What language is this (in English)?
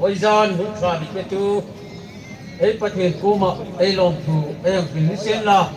Hmar